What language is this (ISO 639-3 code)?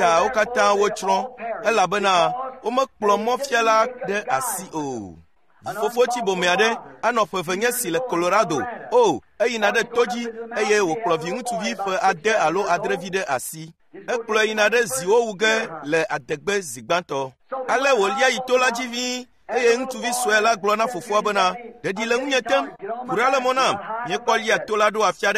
ewe